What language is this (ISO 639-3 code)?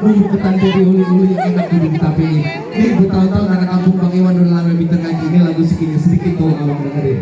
bew